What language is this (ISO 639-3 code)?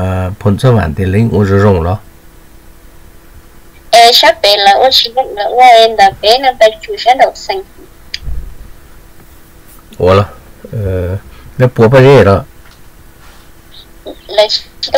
vie